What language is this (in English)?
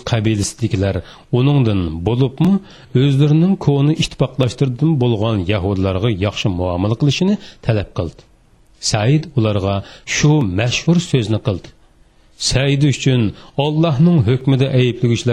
Uyghur